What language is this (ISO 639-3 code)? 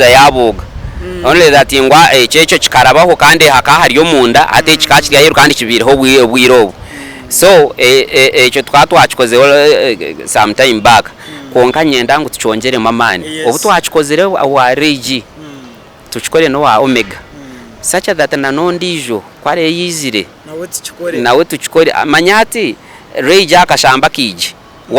nyn